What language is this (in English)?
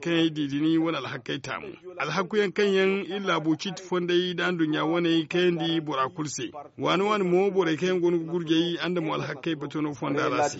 Zarma